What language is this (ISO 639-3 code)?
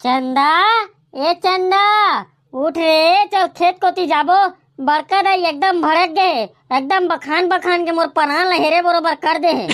hne